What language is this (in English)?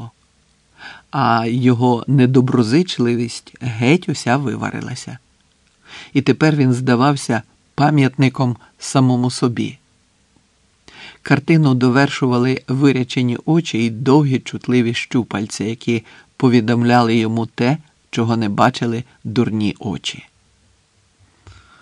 Ukrainian